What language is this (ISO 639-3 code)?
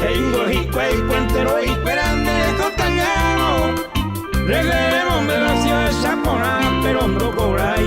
grn